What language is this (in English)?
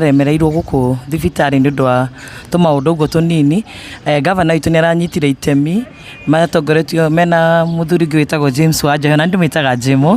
Kikuyu